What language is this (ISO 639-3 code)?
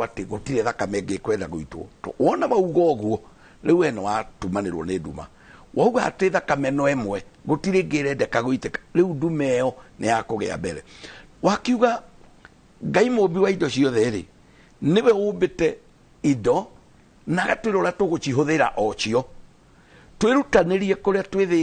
kik